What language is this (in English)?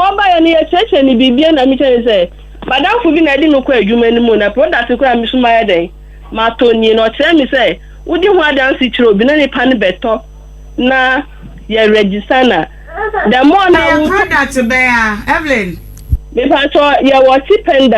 Akan